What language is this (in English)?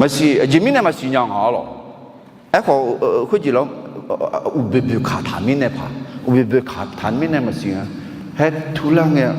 Akha